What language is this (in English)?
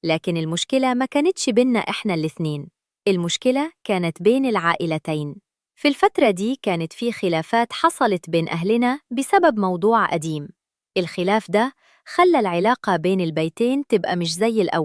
Egyptian Arabic